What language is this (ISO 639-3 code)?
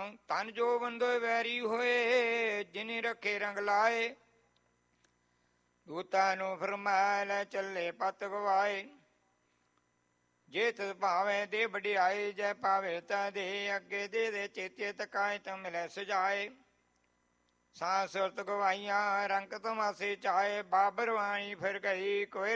pan